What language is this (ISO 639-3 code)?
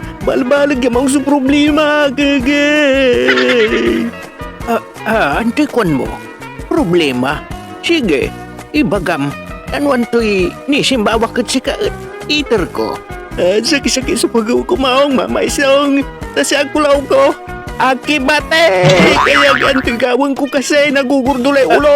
pag